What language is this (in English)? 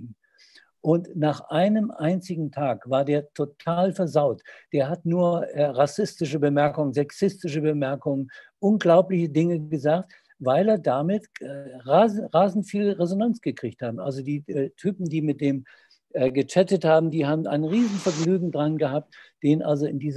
German